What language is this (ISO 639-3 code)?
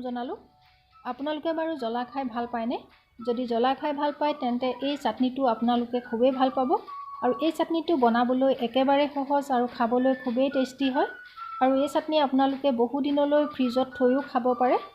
asm